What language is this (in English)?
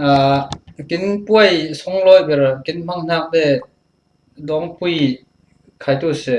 Falam Chin